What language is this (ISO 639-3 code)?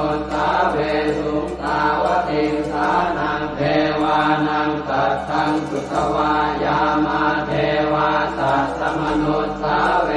pli